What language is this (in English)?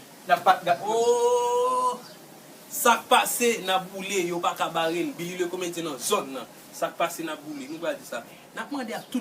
Haitian Creole